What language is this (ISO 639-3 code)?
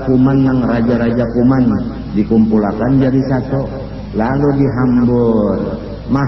bjn